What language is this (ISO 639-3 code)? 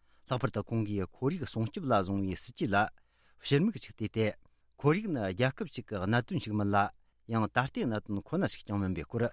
bod